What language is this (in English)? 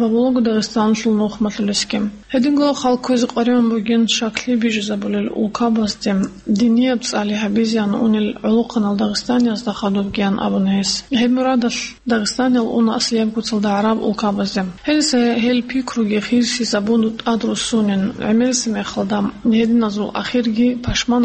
Avaric